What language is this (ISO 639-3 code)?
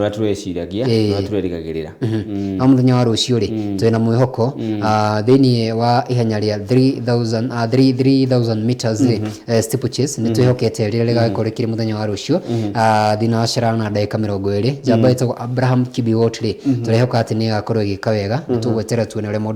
kik